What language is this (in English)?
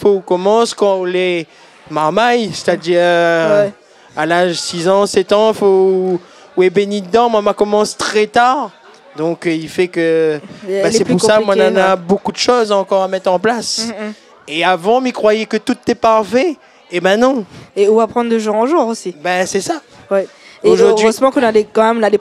Réunion Creole French